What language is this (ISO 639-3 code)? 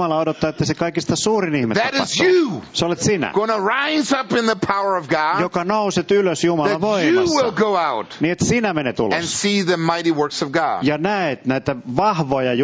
fin